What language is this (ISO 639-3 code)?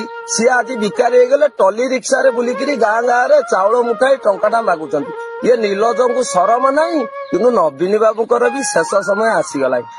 ori